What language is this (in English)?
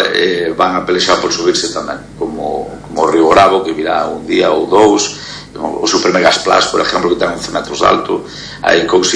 Galician